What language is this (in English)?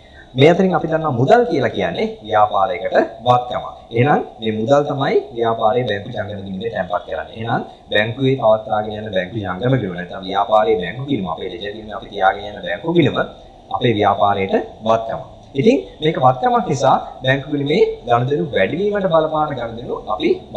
Sinhala